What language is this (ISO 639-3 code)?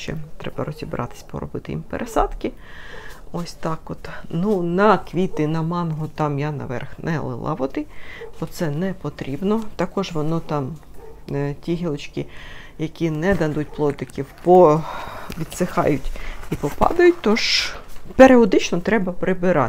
ukr